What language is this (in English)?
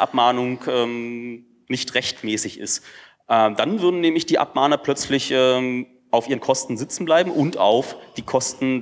German